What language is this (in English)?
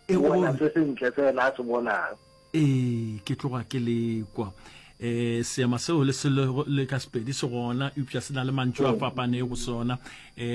Northern Sotho